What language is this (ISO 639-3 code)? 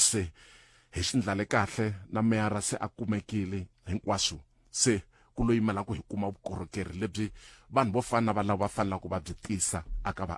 tso